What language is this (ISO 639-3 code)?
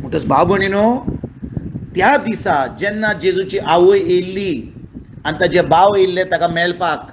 kok